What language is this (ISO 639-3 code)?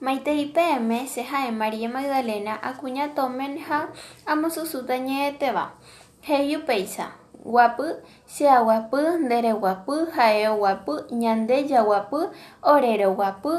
grn